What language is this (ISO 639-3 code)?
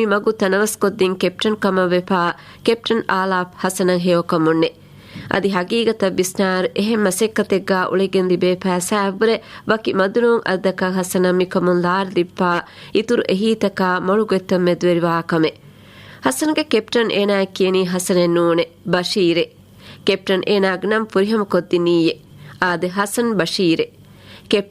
div